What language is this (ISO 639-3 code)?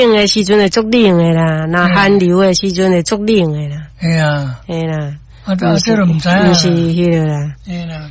nan